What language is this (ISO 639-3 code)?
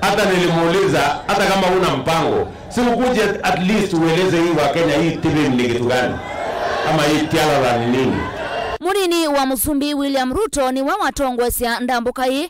kam